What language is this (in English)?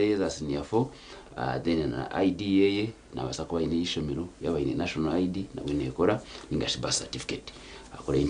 Nyankole